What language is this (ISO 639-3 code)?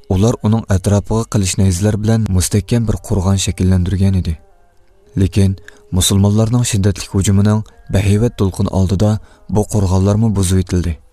uig